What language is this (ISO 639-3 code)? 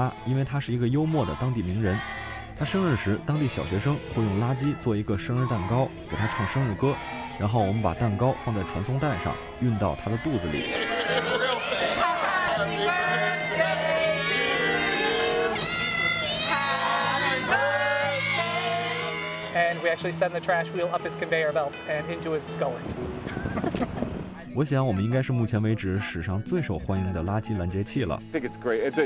zho